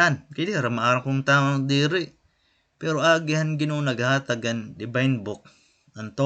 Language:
Waray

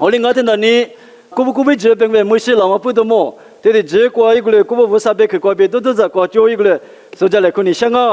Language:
Lisu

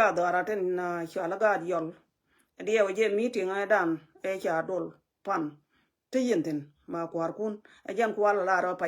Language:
Nuer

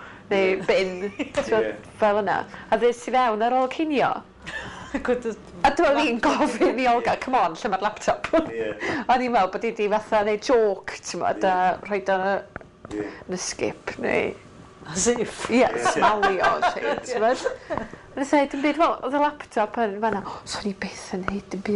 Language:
Welsh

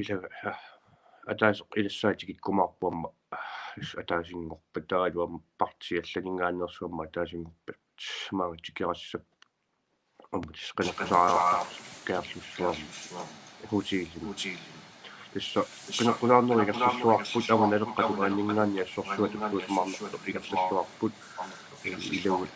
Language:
Kalaallisut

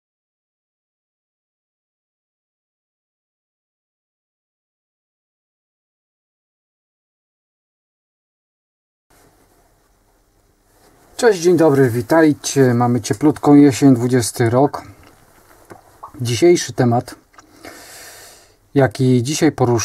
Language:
Polish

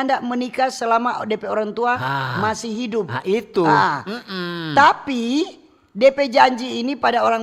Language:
Manado Malay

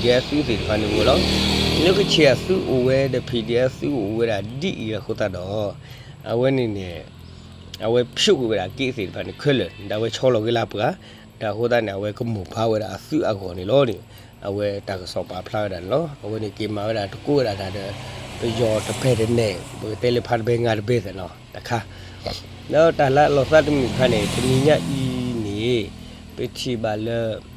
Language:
S'gaw Karen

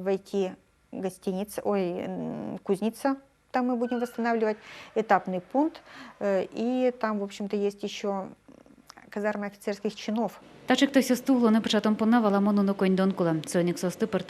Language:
Udmurt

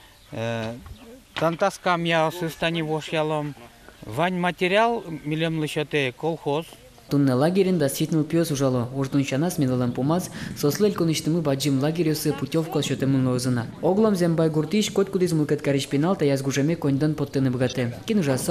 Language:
Udmurt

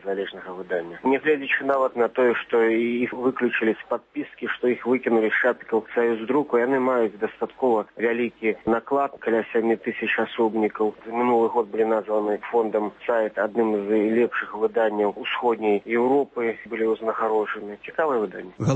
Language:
Belarusian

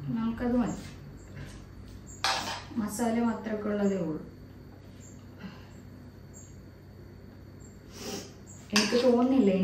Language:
Malayalam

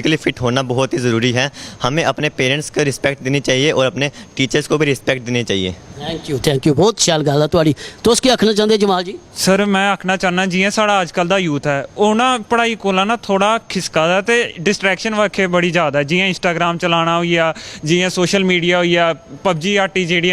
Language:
Dogri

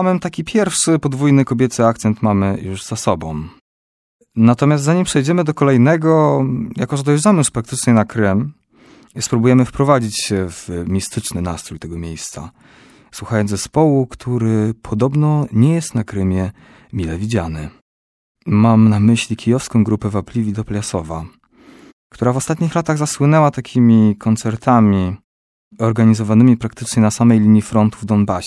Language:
Polish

